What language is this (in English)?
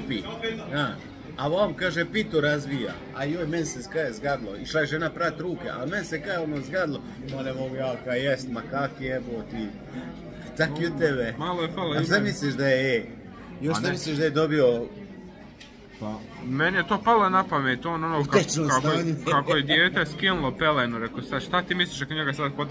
Croatian